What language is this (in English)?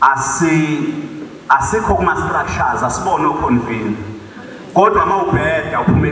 Zulu